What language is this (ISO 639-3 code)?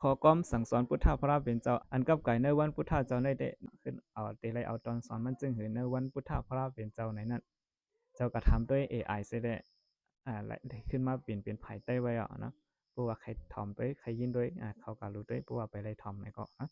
shn